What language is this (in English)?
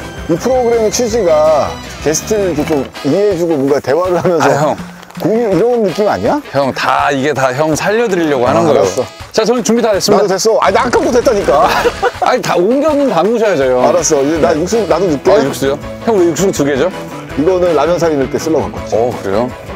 Korean